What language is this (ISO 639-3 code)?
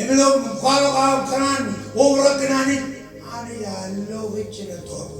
mah